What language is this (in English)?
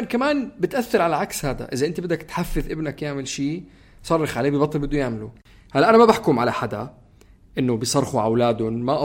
North Levantine Arabic